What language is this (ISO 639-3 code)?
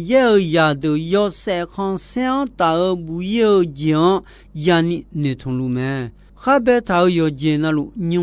ahk